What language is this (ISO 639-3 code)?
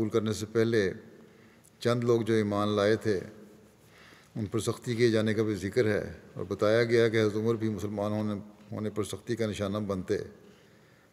urd